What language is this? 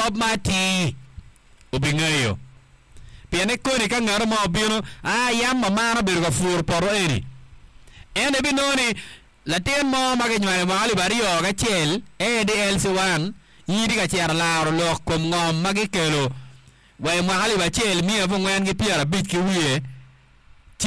Acoli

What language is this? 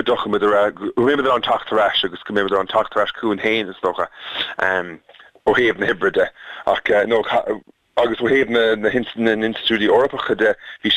Irish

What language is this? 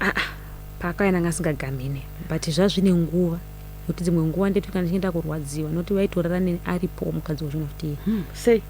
Shona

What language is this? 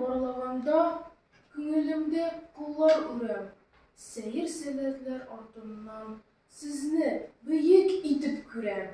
Tatar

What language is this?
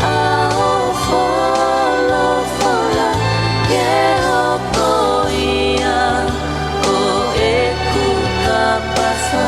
Tongan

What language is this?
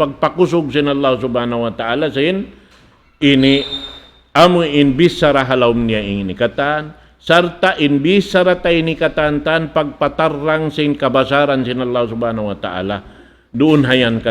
Tausug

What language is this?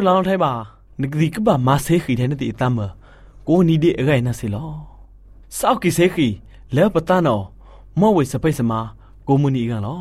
Burmese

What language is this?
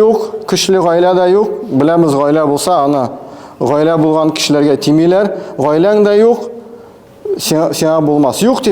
Tatar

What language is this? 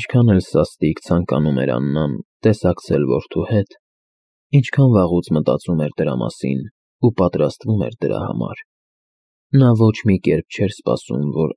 Armenian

